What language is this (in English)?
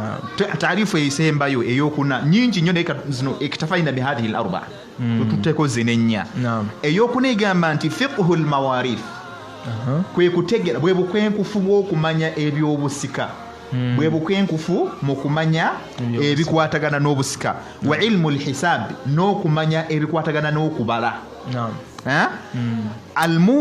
Ganda